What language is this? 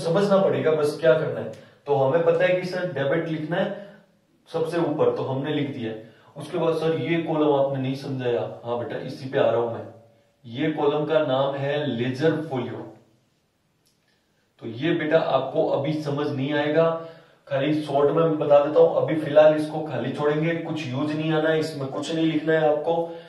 Hindi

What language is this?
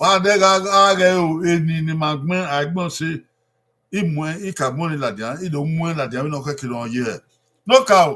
Bini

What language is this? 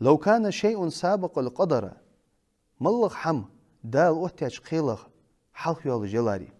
Ingush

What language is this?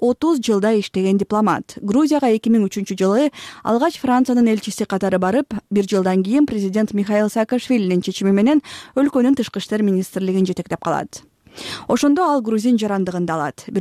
Kyrgyz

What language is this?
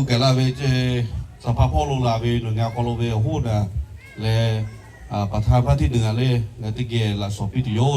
Lahu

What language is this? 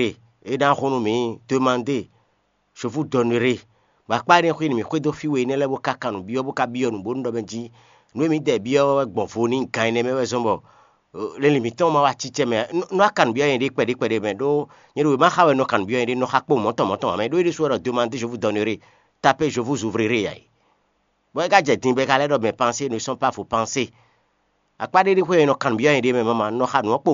Fon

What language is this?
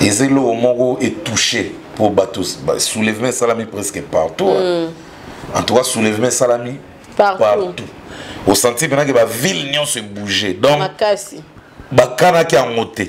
Lingala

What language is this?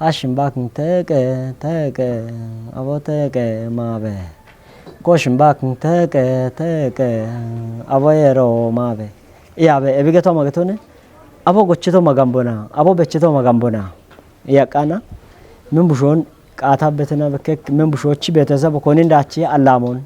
Kafa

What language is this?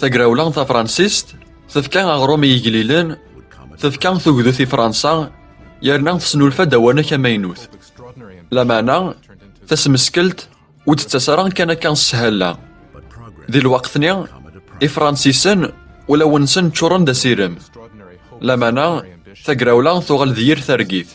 Kabyle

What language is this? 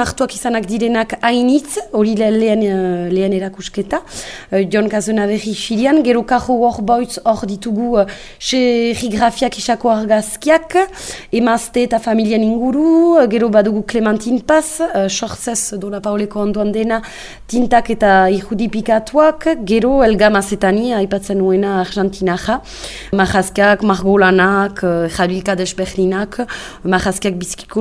Basque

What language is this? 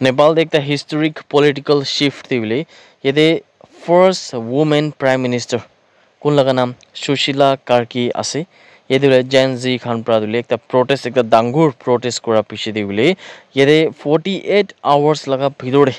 Naga Pidgin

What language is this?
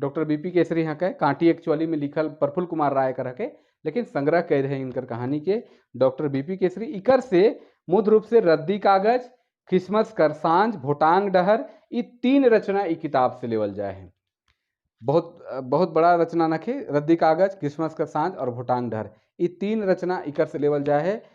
Sadri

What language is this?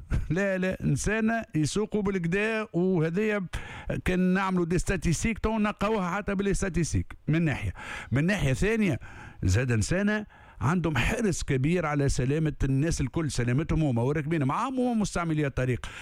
Tunisian Arabic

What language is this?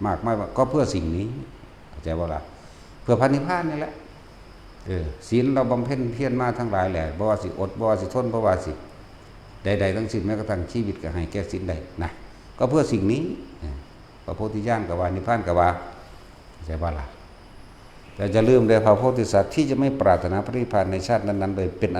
Northeastern Thai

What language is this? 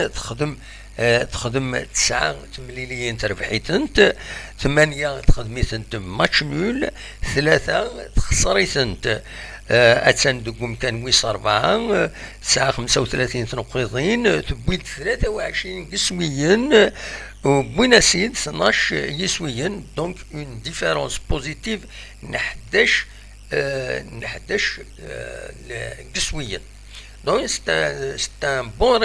Kabyle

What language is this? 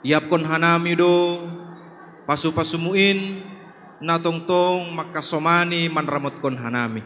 Batak Simalungun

